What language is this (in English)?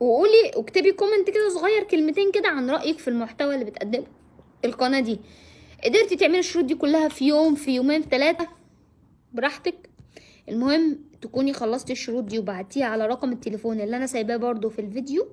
Egyptian Arabic